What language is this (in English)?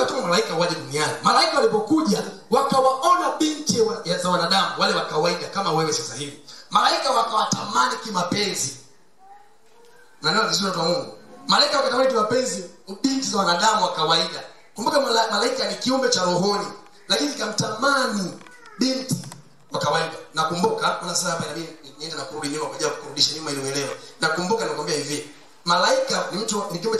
Swahili